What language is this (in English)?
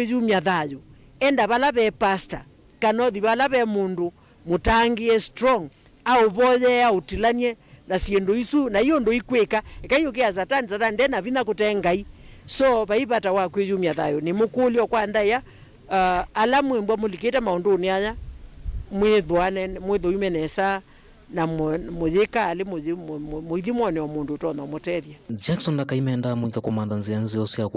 Kamba